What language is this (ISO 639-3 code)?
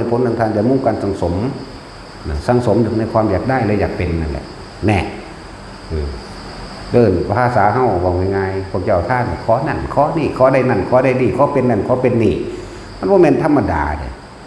tts